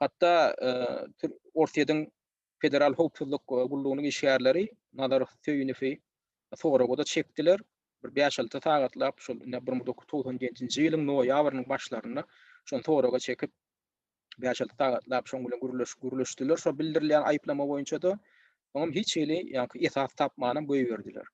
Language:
Turkmen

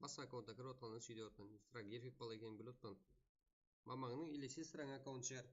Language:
Kara-Kalpak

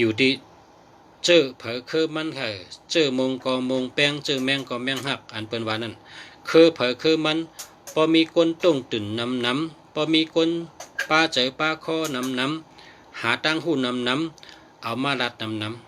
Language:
Shan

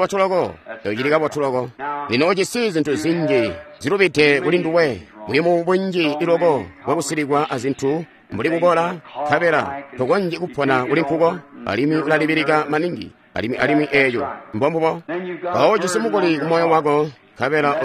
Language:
Tonga (Zambia)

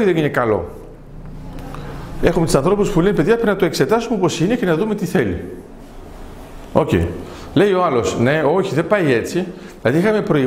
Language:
Greek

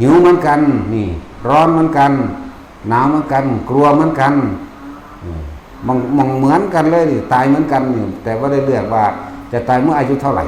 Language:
Northeastern Thai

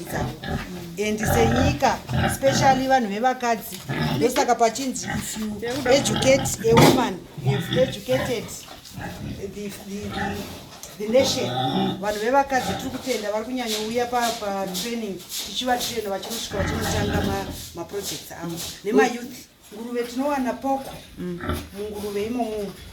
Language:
Shona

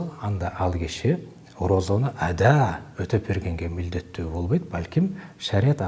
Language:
Kyrgyz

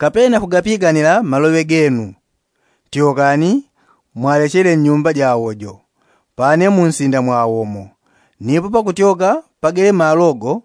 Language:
Yao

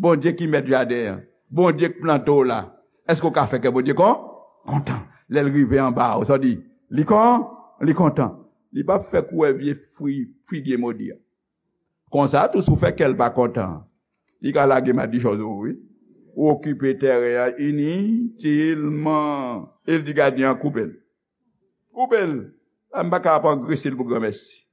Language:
Haitian Creole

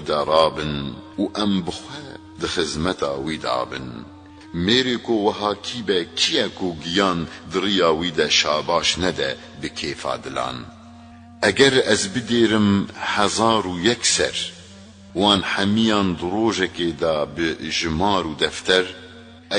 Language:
Kurdish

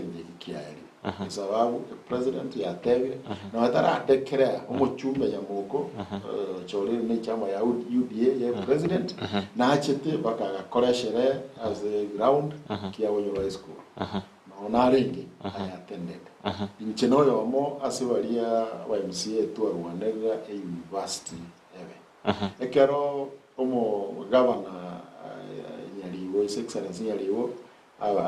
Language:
Gusii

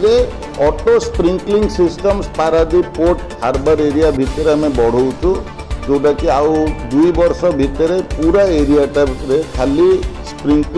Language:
Odia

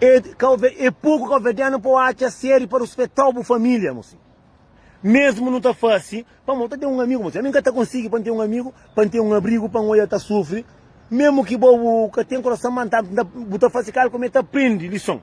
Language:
Kabuverdianu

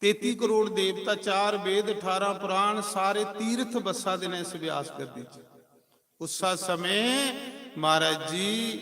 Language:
Dogri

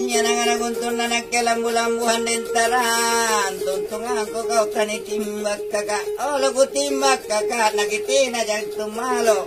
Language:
Makasar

